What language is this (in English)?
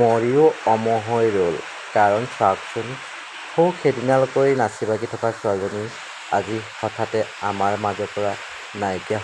Assamese